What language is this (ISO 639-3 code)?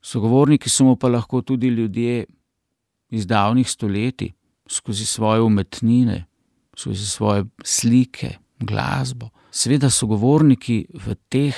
slv